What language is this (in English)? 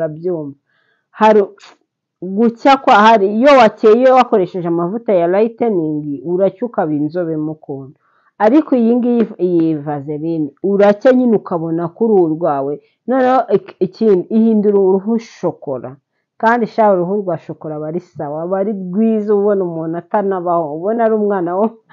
Kinyarwanda